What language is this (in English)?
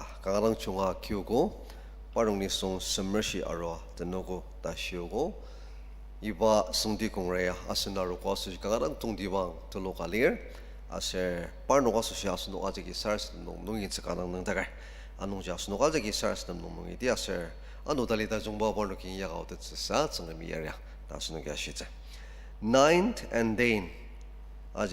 Ao Naga